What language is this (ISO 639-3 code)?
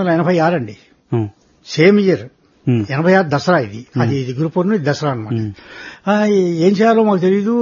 tel